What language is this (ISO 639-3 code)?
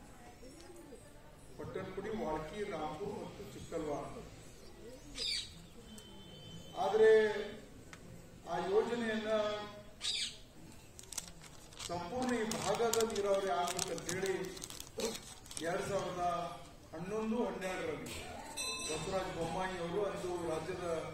kan